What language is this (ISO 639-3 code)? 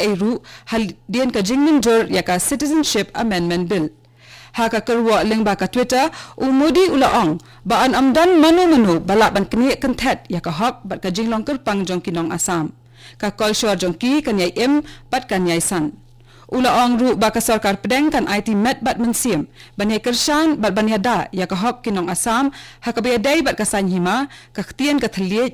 kha